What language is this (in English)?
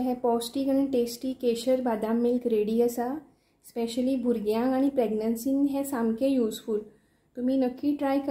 Konkani